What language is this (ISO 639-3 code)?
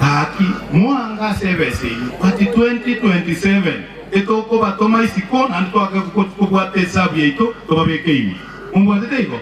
guz